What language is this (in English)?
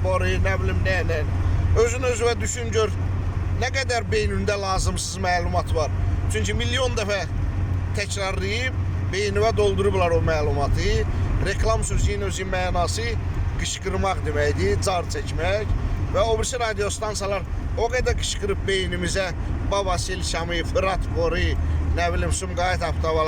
Azerbaijani